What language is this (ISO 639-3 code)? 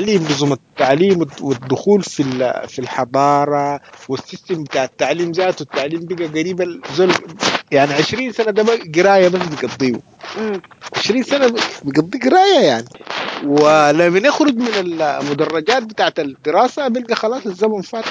apd